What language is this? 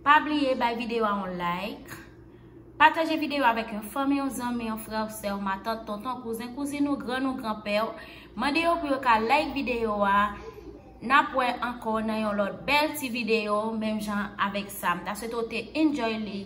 Haitian Creole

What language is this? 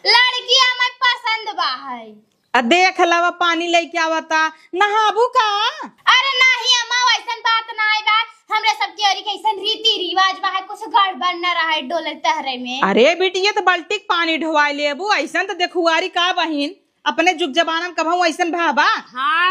Awadhi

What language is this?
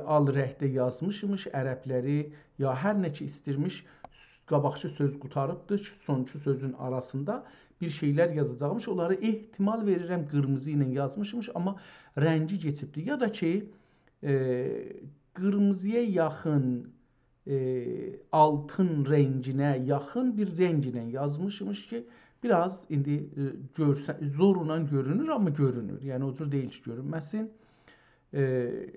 South Azerbaijani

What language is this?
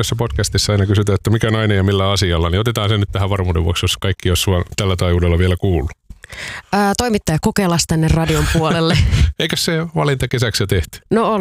Finnish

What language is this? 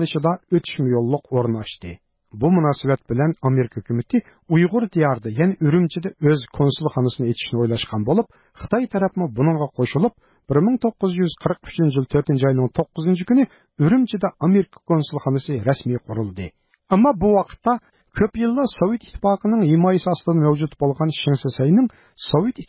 Uyghur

